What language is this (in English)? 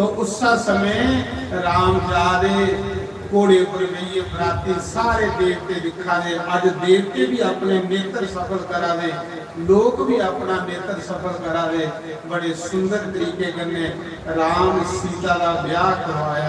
Dogri